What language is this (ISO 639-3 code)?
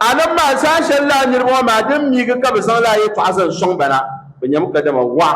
dag